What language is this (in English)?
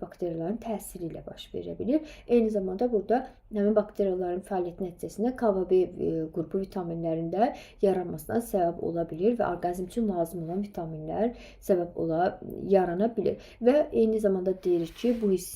Azerbaijani